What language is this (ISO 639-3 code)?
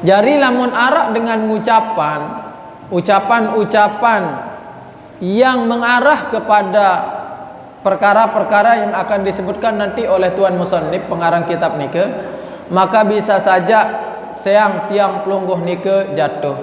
sas